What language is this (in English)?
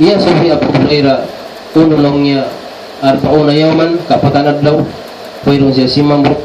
Tausug